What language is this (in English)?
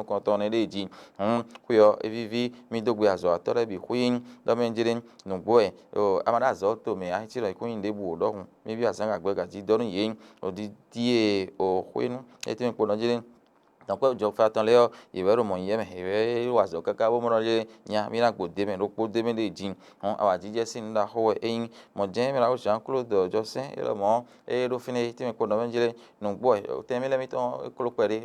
Fon